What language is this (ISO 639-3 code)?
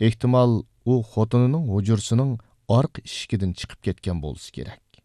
uig